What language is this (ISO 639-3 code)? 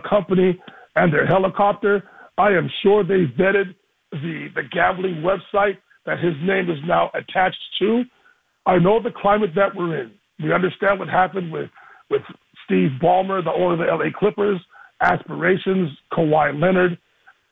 eng